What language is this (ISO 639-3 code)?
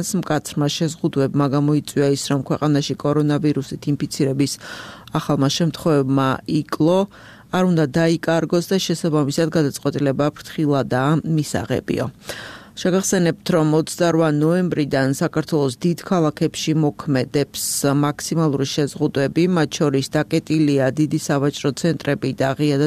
kat